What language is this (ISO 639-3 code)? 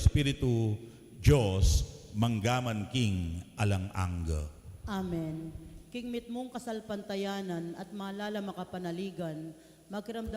pam